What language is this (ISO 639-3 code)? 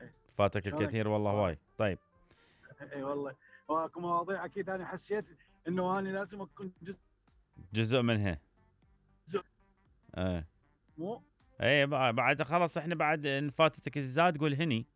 acm